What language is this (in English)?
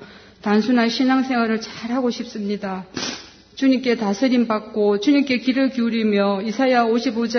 Korean